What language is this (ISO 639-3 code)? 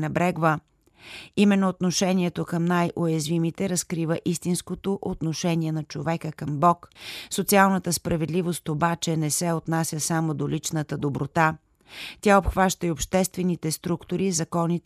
bul